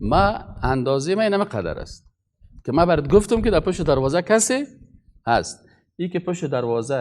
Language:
Persian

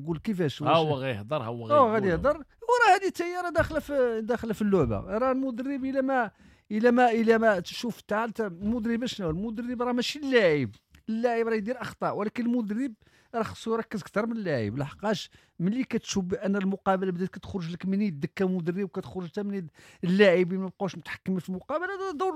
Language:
Moroccan Arabic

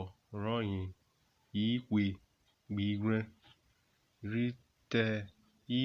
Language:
Urhobo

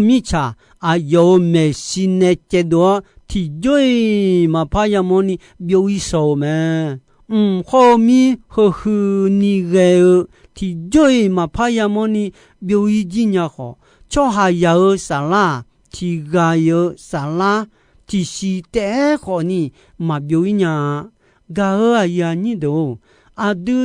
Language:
Akha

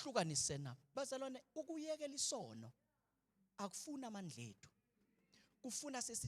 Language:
Zulu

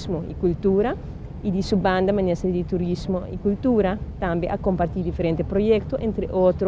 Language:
Papiamento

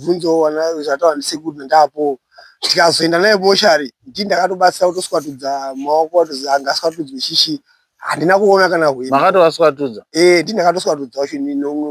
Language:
Shona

